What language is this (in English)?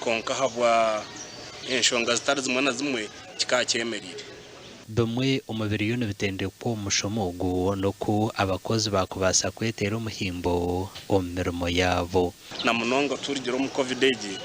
Nyankole